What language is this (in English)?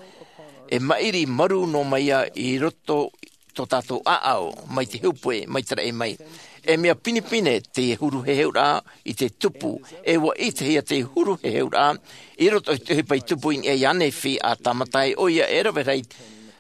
Tahitian